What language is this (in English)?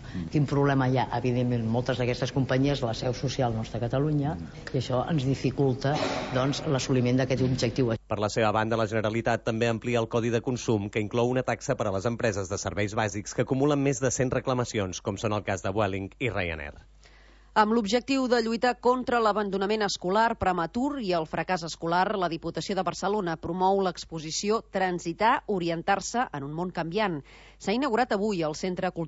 Catalan